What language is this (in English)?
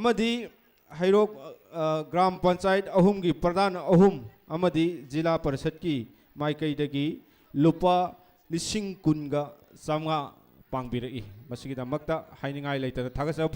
Manipuri